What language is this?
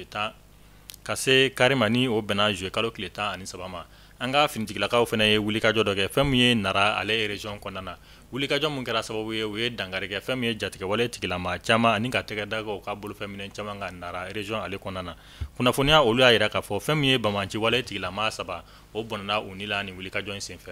Bambara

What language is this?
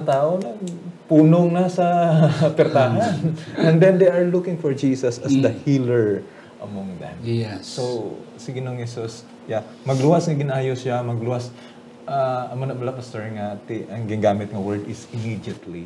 Hiligaynon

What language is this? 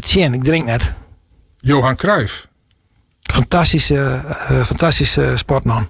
Western Frisian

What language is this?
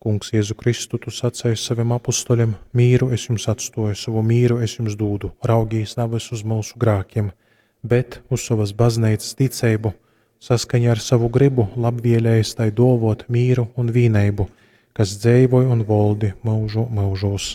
Latgalian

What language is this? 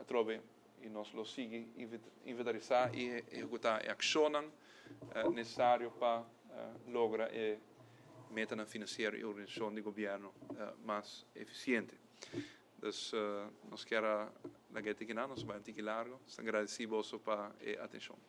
Papiamento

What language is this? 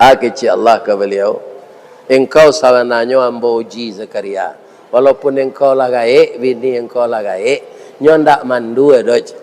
Minangkabau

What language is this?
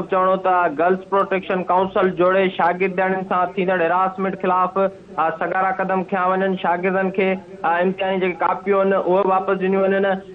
Sindhi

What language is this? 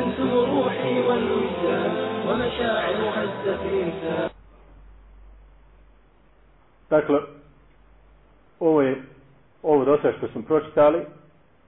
Bosnian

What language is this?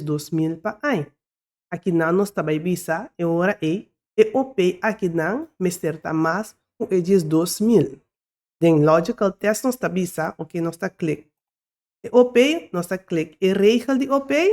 Papiamento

